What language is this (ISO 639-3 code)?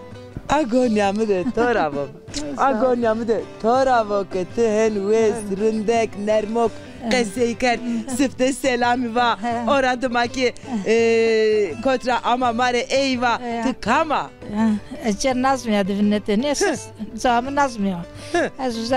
zza